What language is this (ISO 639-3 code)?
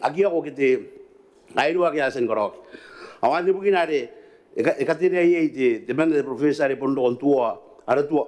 gil